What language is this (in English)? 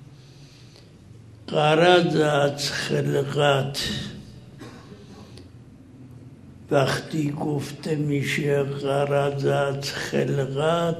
Persian